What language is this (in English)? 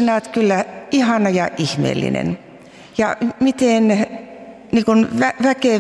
Finnish